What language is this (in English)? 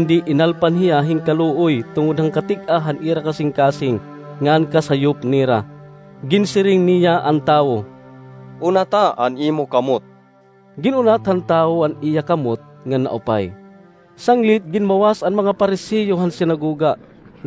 Waray